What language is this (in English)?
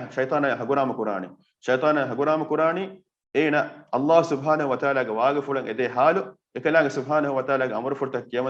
Divehi